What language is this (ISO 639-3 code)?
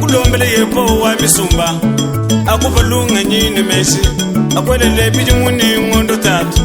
lua